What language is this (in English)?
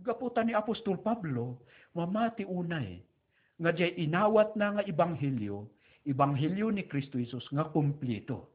Iloko